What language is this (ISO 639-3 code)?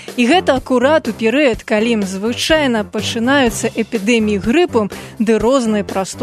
bel